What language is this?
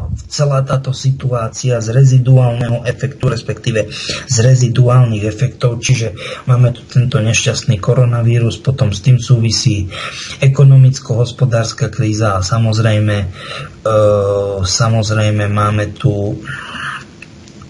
Slovak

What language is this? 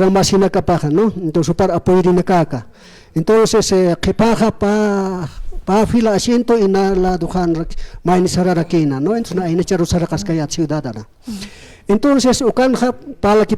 Aymara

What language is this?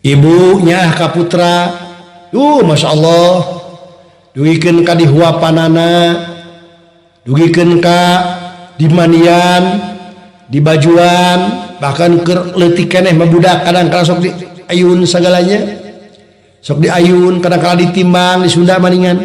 Sundanese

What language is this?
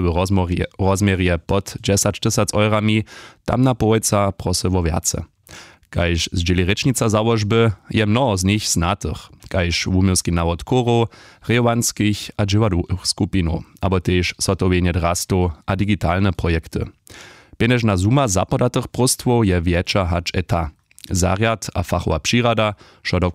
Upper Sorbian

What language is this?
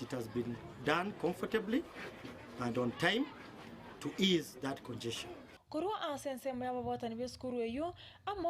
Gusii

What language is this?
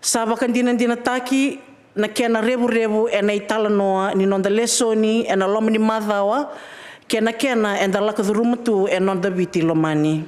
Fijian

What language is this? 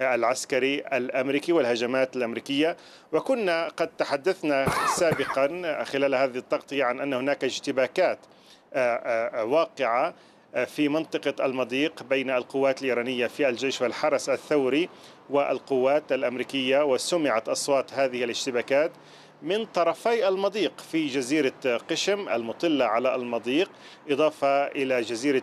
Arabic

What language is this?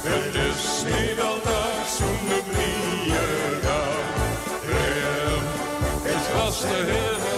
Limburgish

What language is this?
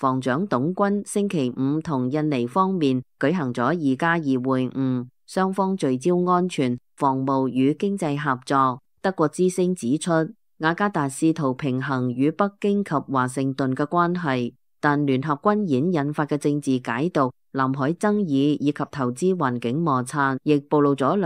Cantonese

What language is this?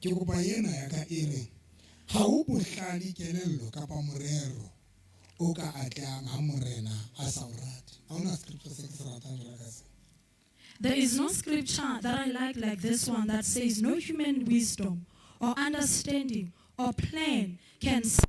Southern Sotho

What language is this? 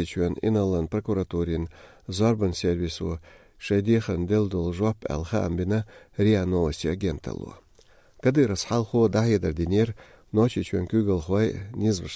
Chechen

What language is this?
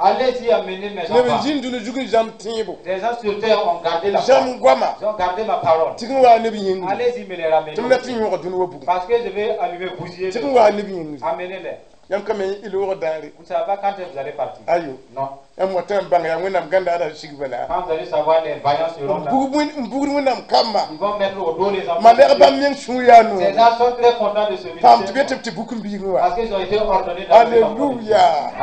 Mossi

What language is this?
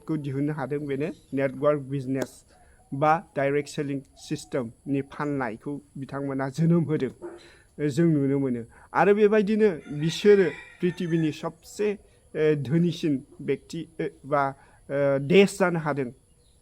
Bodo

